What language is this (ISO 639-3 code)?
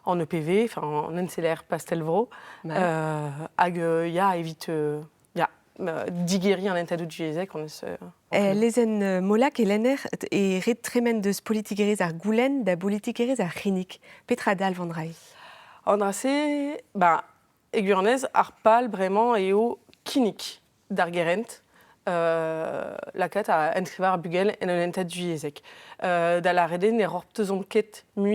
bre